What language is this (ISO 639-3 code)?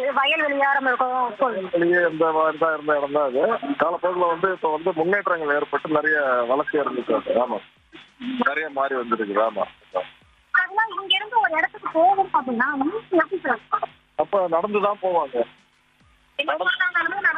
tam